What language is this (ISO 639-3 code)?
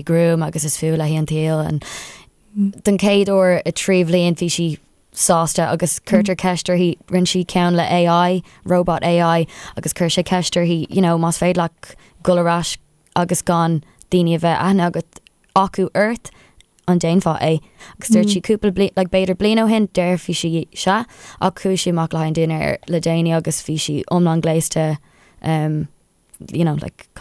gle